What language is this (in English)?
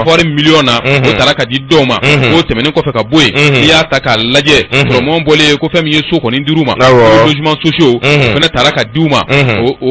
Bambara